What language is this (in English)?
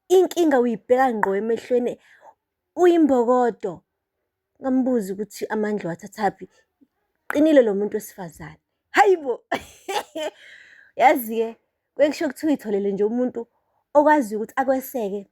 Zulu